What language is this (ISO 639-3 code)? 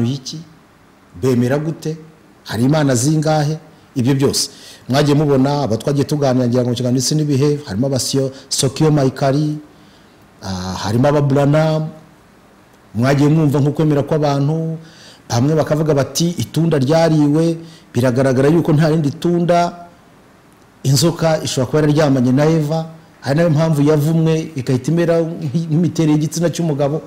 kin